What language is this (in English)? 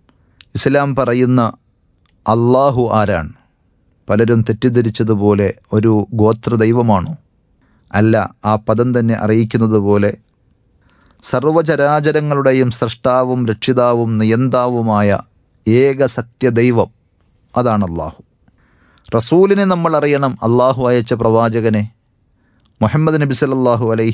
Malayalam